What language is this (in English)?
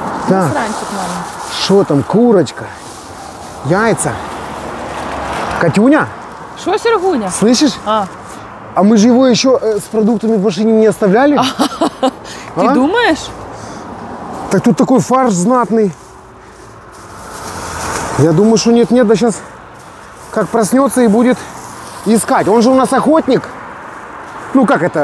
Russian